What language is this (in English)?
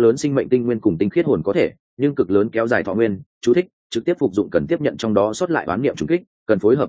Vietnamese